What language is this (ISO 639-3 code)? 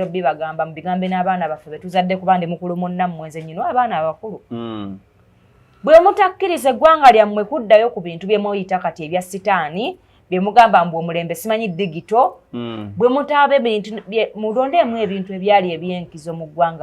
lug